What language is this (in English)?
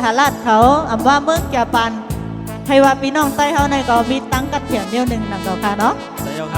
Shan